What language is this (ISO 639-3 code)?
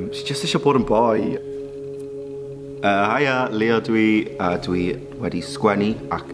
cym